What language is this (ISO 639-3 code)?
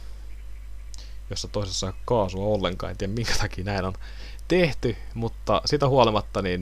fin